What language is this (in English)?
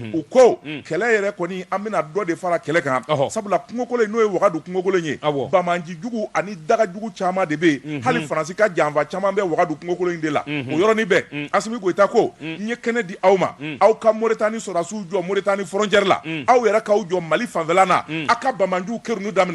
Bambara